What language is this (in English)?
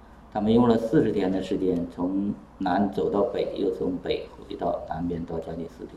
Chinese